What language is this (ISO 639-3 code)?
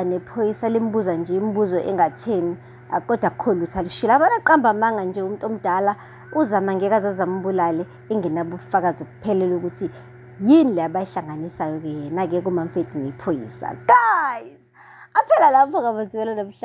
zul